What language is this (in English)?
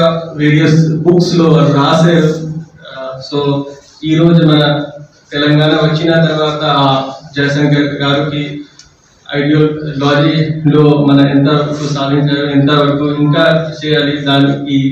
Telugu